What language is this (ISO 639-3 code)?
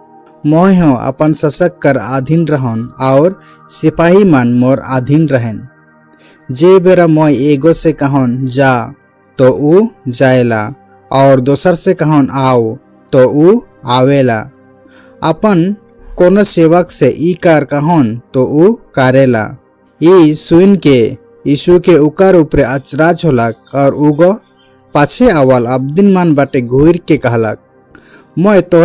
sck